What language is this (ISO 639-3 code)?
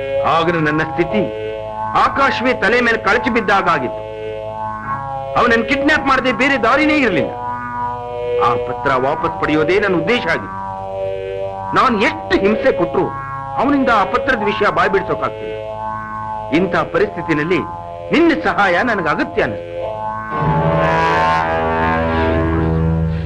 kan